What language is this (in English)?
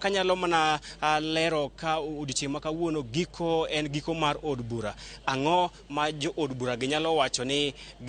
Luo (Kenya and Tanzania)